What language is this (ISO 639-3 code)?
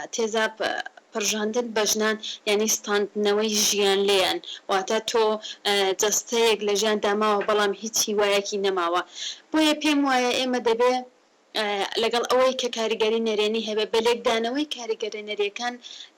ckb